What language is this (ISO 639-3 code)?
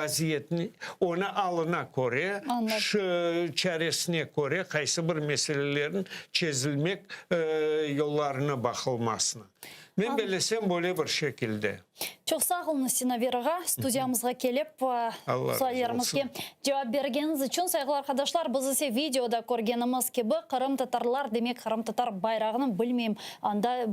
crh